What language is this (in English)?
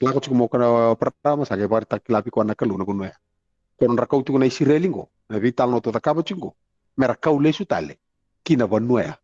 Fijian